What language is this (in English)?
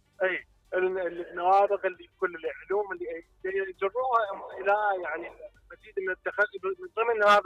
Mesopotamian Arabic